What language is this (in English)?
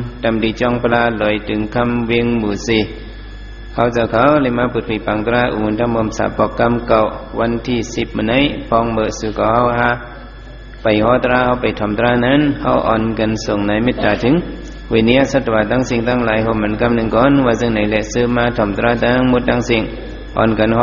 Shan